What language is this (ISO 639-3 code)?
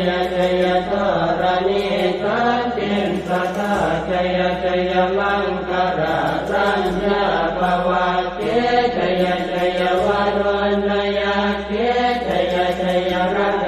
pli